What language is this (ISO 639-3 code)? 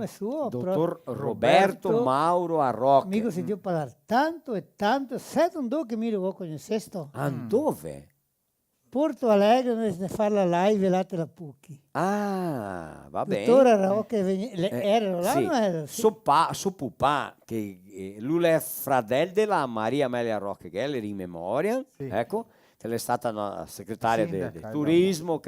vec